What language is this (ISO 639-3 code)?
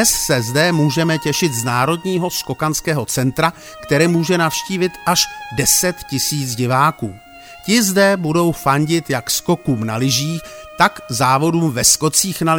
ces